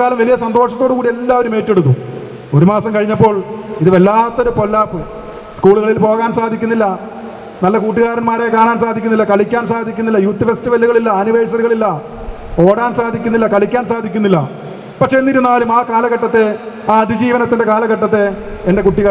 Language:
Malayalam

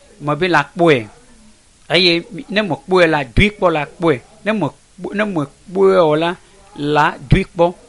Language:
Ewe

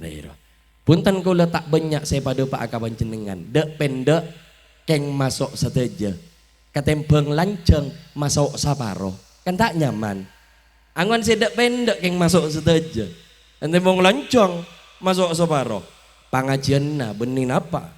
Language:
Madurese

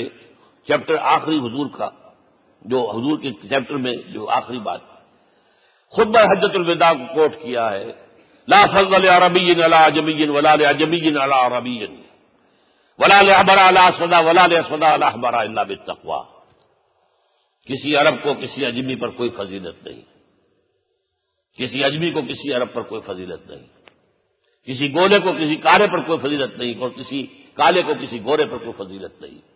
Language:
Urdu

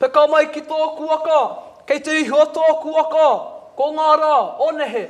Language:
Māori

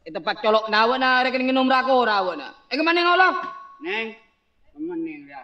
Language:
Madurese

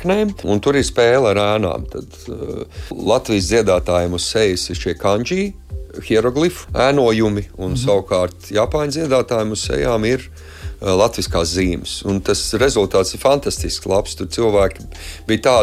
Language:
Latvian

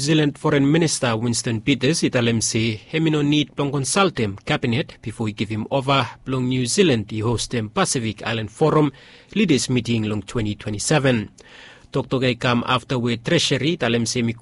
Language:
Bislama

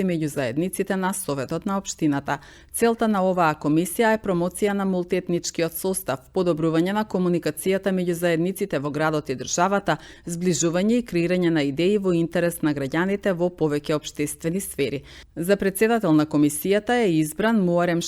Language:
Macedonian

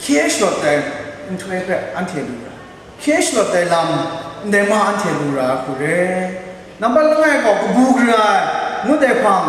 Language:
Kachin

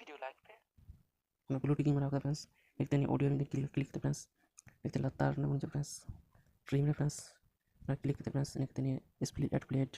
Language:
Santali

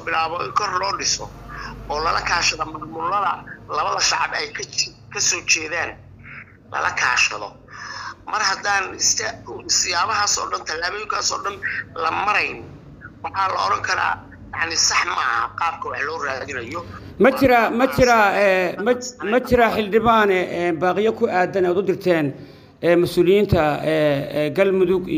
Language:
Somali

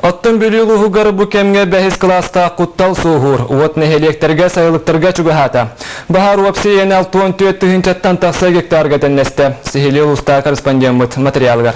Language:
Yakut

